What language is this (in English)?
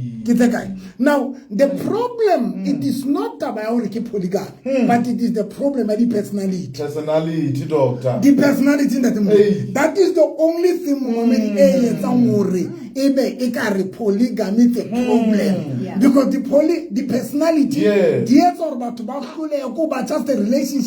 Southern Sotho